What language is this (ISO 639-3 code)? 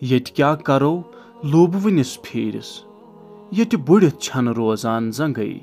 kas